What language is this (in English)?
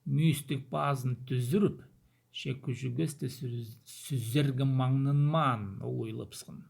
Khakas